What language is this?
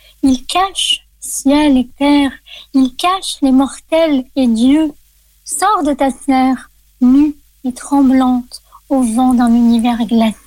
French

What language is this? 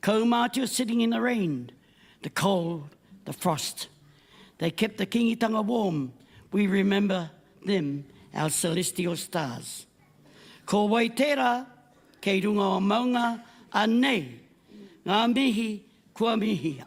Māori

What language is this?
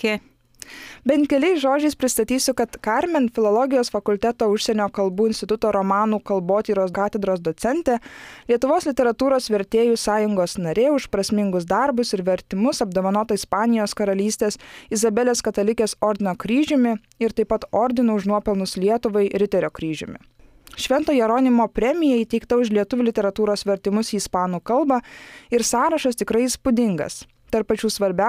Lithuanian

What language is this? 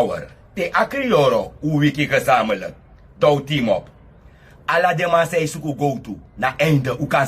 Sranan Tongo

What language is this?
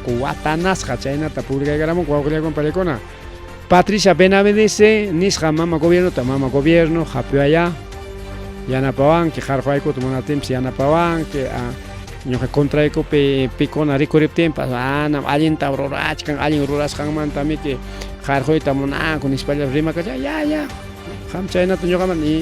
Ayacucho Quechua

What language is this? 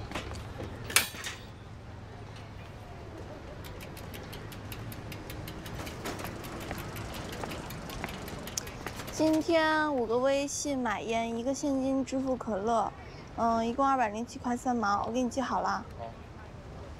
Chinese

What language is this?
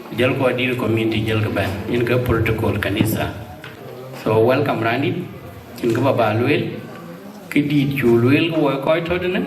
Dinka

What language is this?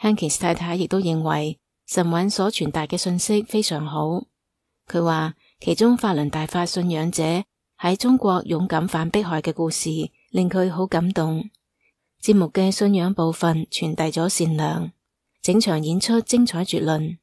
Cantonese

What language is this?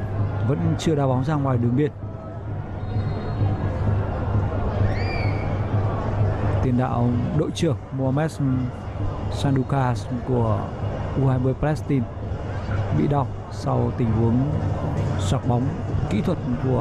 Vietnamese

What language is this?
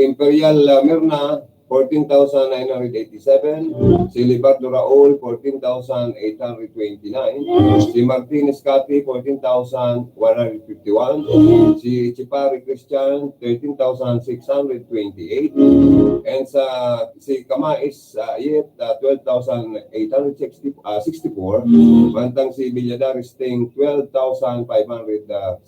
Bikol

